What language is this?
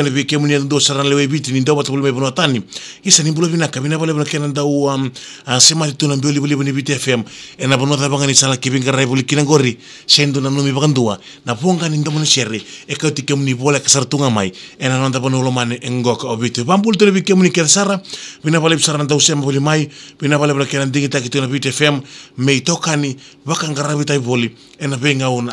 Fijian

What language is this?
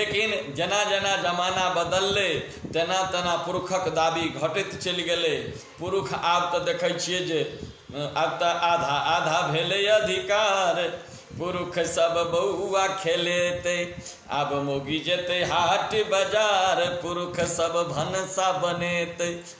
Maithili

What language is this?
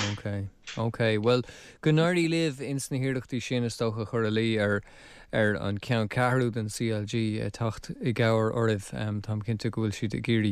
Irish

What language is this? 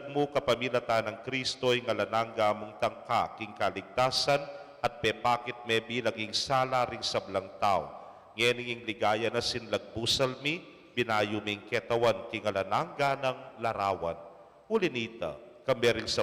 Pampanga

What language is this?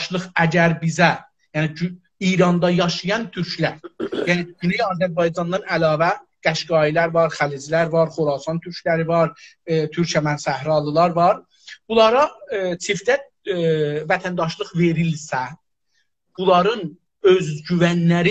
South Azerbaijani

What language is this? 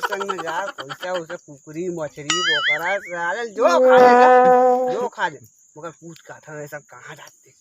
Chhattisgarhi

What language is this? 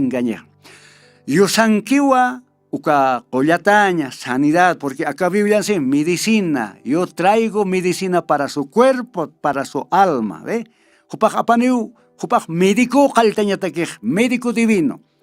Aymara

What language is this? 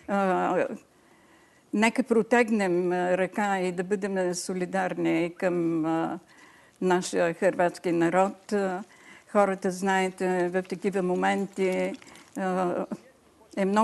Bulgarian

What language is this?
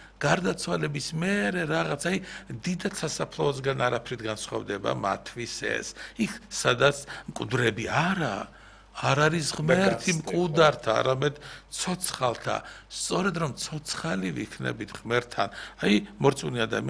Georgian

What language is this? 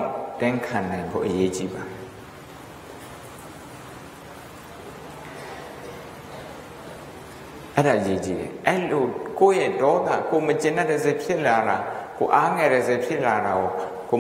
Burmese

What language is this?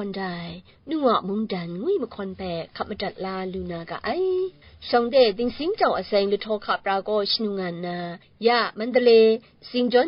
Kachin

